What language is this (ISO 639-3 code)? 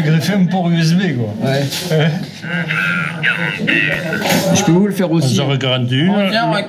fra